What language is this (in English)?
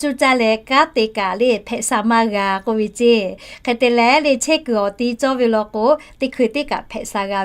Lahu